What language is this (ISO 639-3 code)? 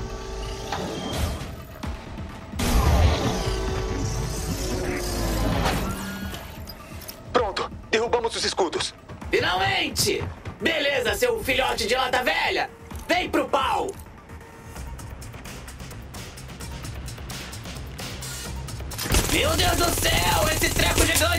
por